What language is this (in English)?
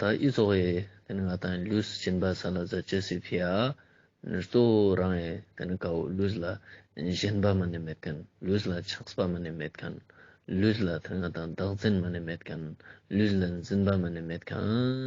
Ladakhi